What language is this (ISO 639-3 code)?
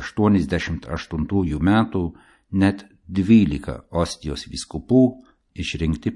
lit